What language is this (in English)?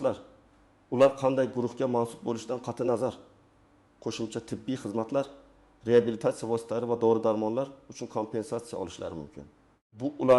Uzbek